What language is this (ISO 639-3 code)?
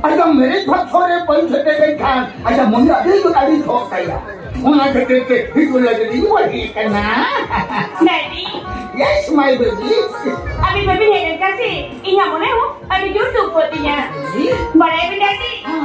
sat